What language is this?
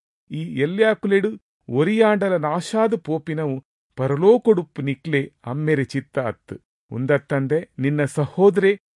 Tulu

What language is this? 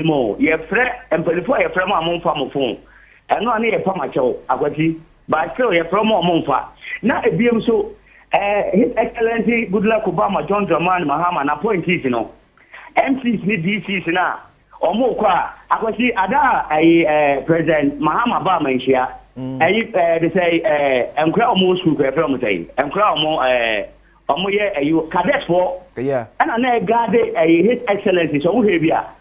Akan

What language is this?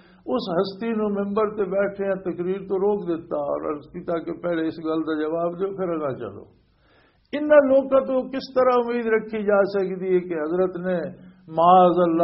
Western Panjabi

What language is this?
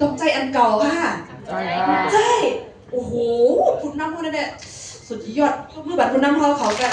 Shan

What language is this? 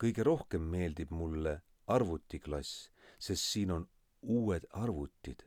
Estonian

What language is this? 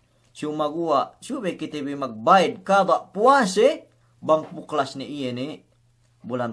Yakan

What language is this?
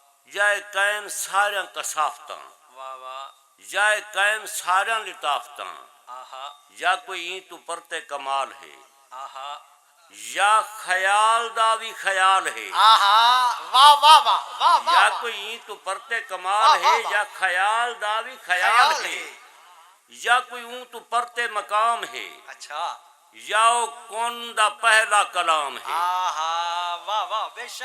Saraiki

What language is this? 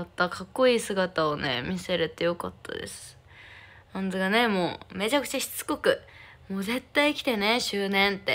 Japanese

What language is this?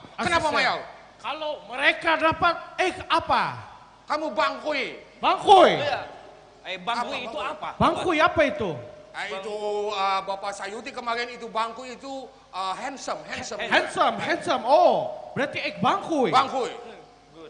Banjar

